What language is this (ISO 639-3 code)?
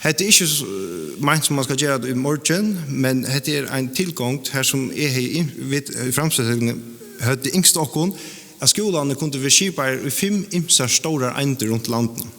fao